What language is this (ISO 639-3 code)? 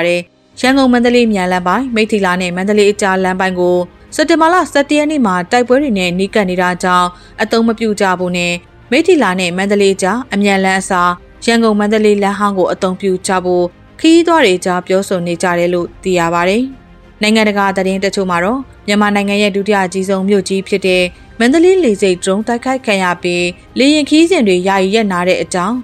mya